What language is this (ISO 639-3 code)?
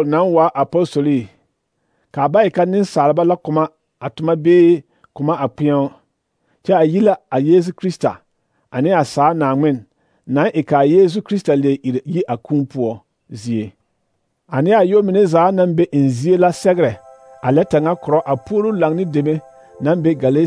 dga